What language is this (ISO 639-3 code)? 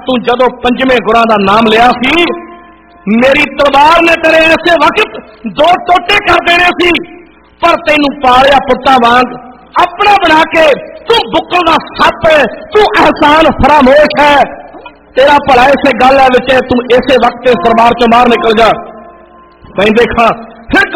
pan